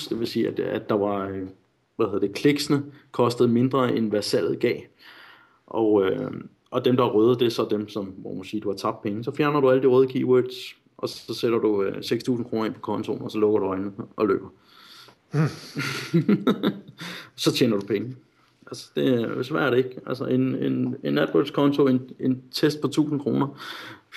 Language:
Danish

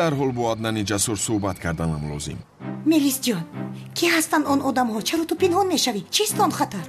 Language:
Tajik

